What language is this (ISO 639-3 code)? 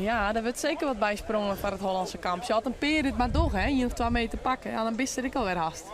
fry